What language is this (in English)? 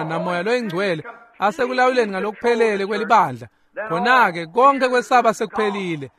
Swati